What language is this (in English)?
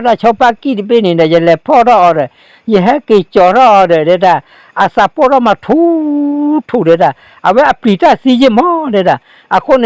S'gaw Karen